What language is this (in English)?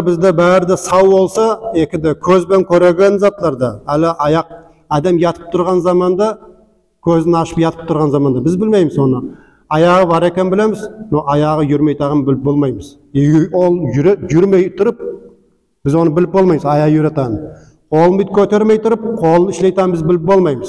Nogai